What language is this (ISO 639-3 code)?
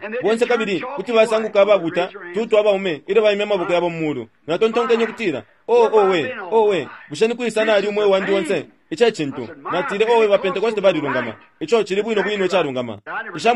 bem